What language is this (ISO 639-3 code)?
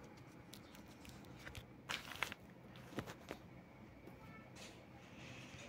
mar